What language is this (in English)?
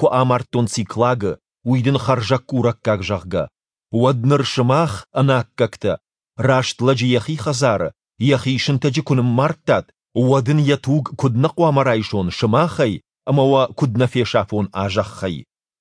Ossetic